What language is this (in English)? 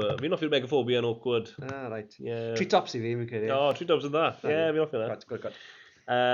Welsh